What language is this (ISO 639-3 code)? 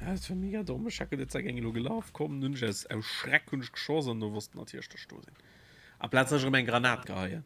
ltz